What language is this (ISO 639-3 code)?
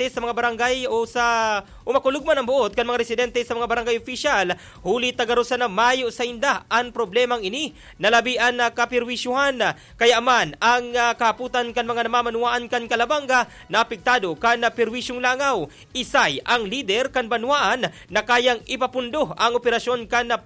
bik